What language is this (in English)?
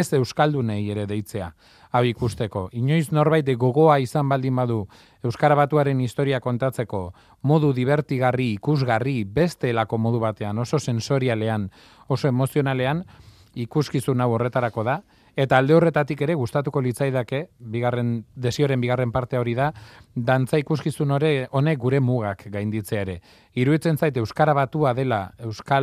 Basque